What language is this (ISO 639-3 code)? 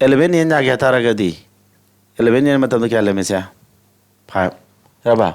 mni